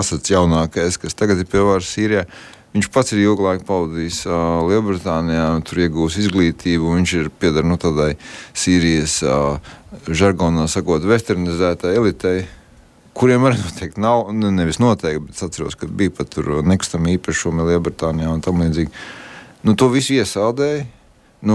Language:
Latvian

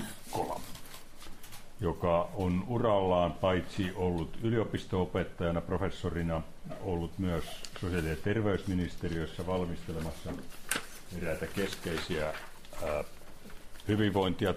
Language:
Finnish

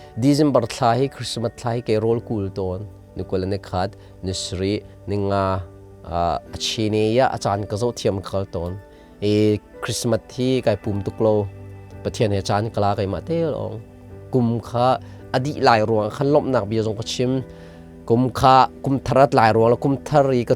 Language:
Hakha Chin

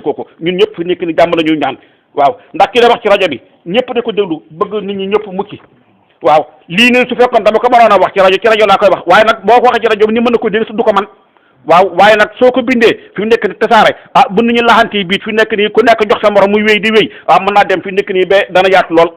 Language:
Wolof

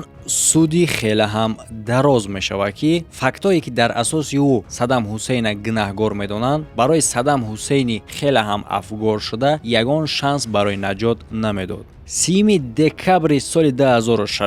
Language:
Tajik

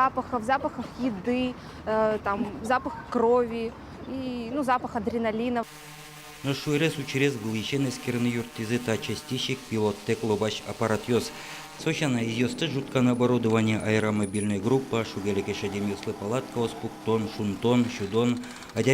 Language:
Udmurt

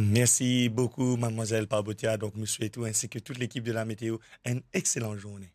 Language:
Morisyen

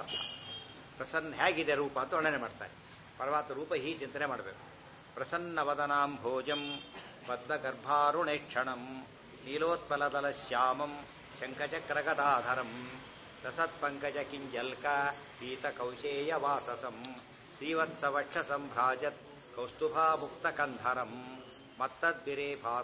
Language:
Kannada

